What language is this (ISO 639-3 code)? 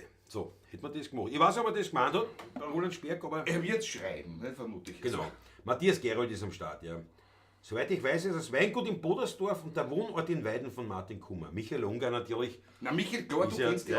bar